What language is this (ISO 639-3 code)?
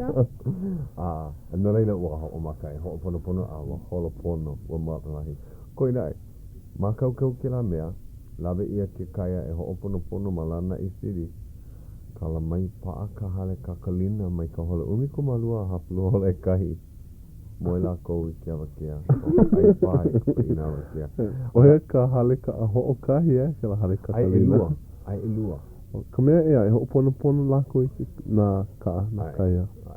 haw